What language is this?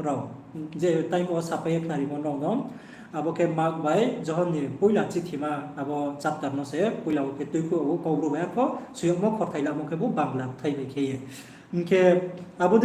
Riang (India)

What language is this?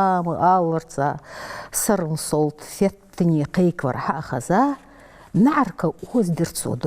Ingush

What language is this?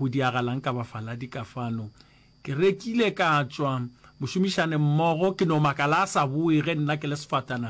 Northern Sotho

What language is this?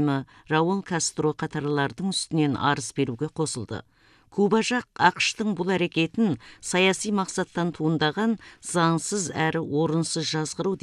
Kazakh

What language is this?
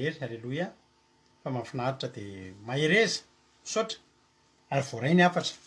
Malagasy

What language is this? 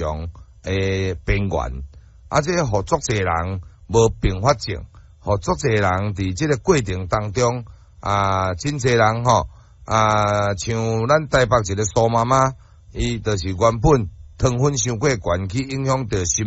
Min Nan Chinese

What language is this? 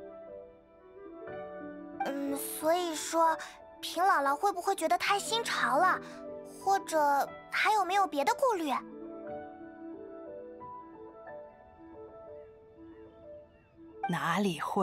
Chinese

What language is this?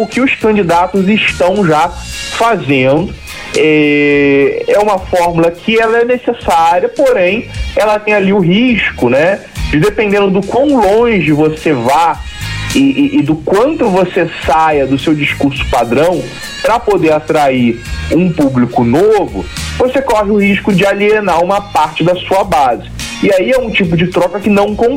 Portuguese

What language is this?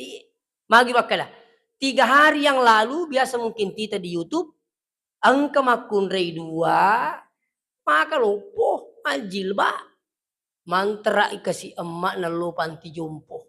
Buginese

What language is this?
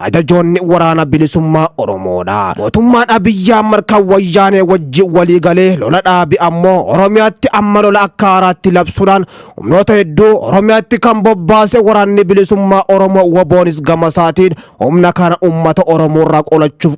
Oromo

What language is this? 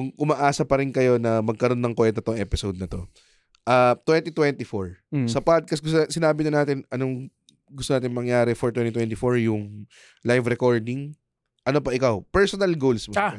Filipino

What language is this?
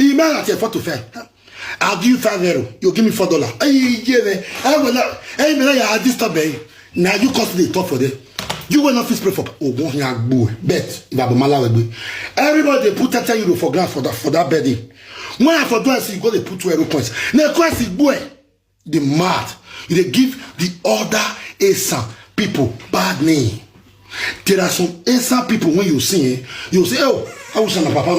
Nigerian Pidgin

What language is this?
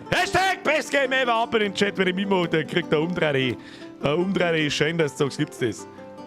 Bavarian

